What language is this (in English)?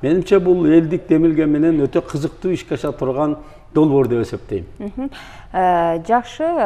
Kyrgyz